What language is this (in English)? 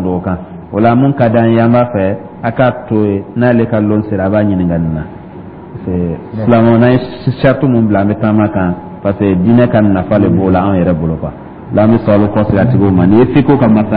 Dyula